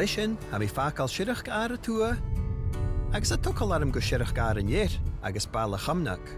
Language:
Scottish Gaelic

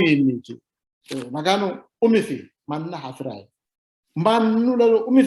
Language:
Sidamo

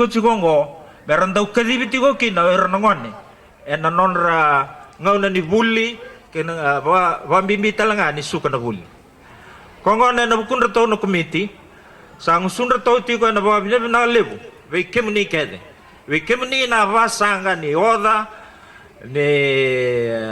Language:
Fijian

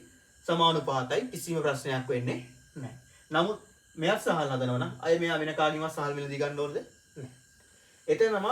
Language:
Sinhala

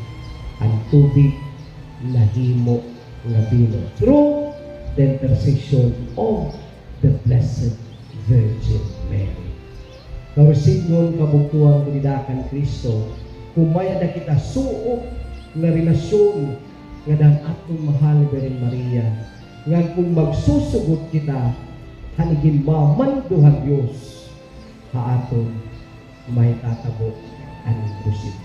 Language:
Waray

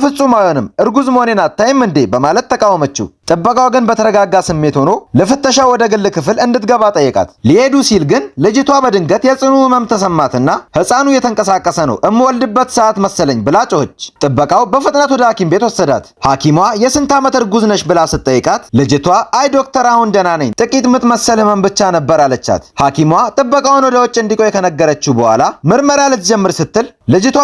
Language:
Amharic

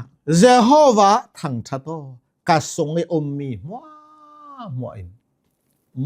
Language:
Hakha Chin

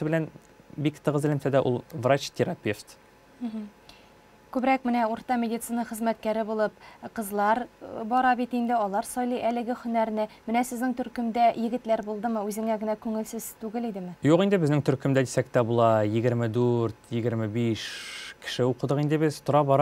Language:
Tatar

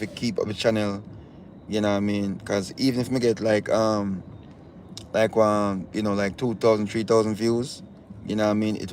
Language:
Jamaican Creole English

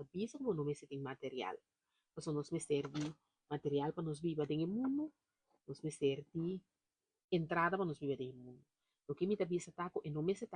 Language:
Papiamento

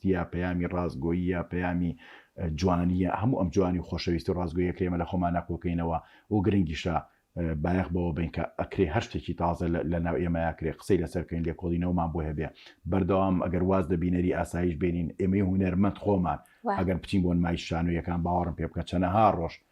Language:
Central Kurdish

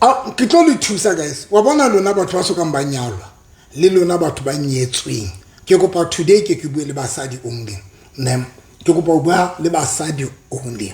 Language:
Southern Sotho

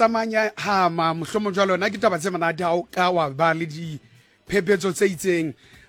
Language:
Southern Sotho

